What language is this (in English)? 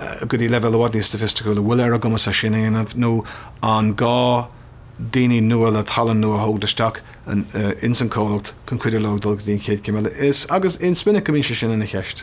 Irish